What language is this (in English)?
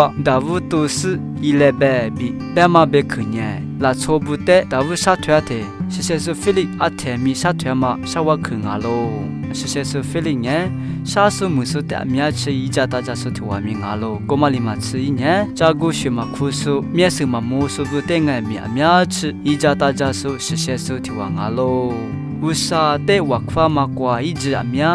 Lisu